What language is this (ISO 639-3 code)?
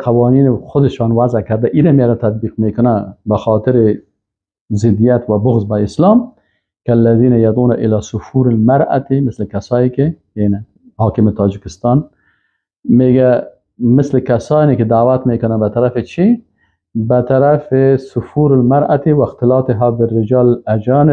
fas